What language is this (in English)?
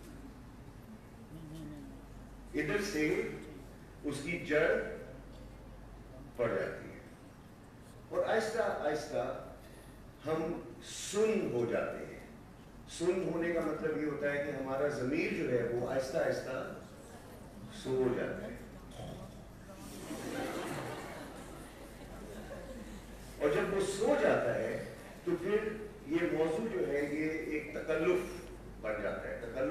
Urdu